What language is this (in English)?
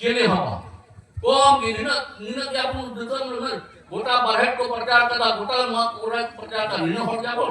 Santali